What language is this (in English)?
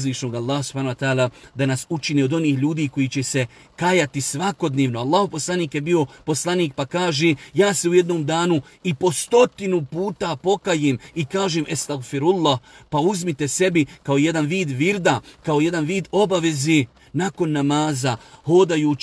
Bosnian